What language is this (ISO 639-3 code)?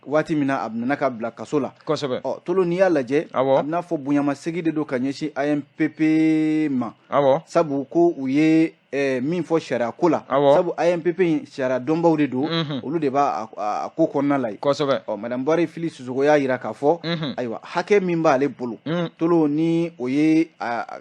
bam